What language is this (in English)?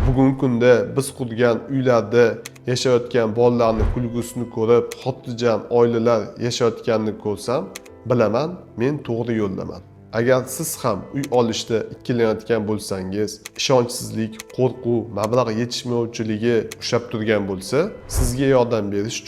Uzbek